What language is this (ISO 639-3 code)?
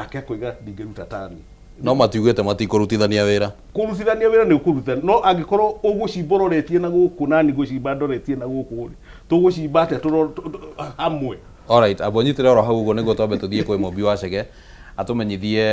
kik